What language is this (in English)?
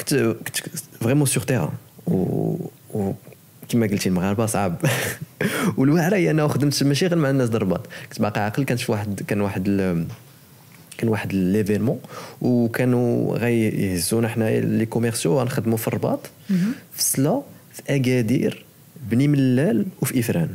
Moroccan Arabic